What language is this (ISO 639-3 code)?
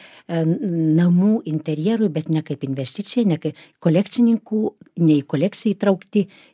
lit